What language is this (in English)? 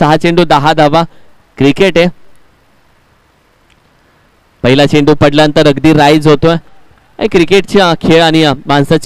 Marathi